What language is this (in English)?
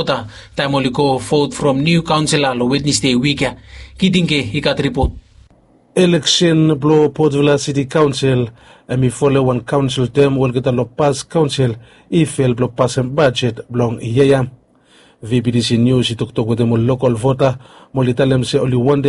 Bislama